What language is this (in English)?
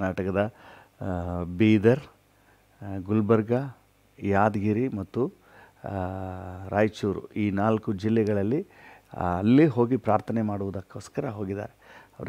Kannada